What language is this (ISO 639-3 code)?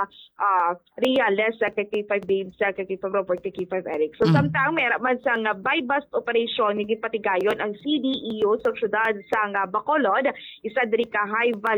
hil